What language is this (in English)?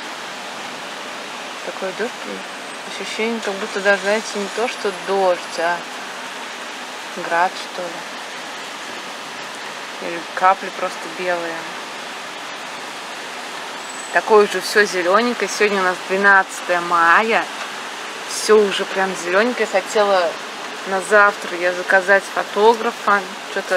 Russian